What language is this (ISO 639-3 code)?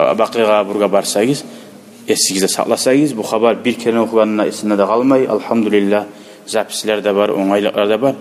kum